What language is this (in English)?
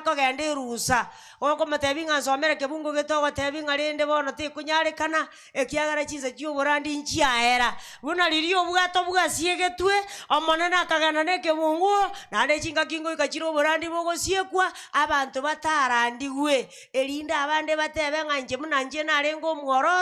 Gusii